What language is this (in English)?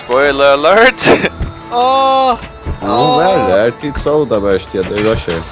Faroese